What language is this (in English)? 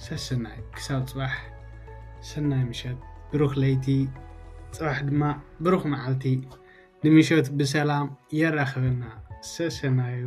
Tigrinya